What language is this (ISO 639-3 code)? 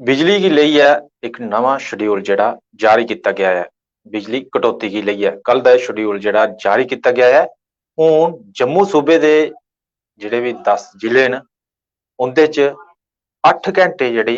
doi